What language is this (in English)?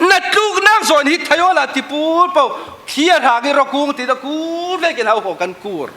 Falam Chin